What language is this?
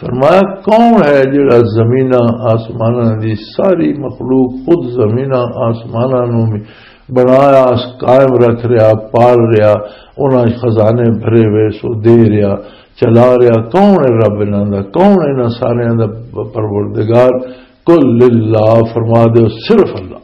Western Panjabi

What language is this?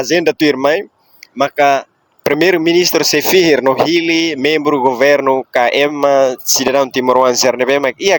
Tetum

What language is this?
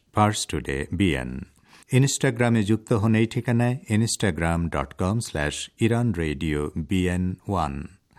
Bangla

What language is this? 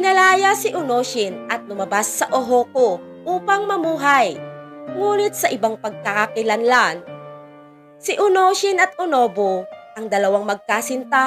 Filipino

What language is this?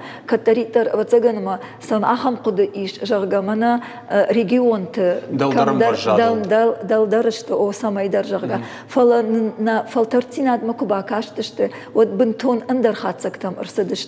Ossetic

